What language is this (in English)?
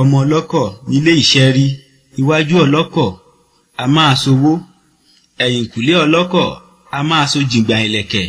Yoruba